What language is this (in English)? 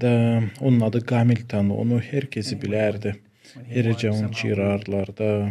Gagauz